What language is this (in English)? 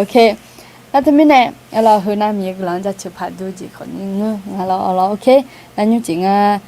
Akha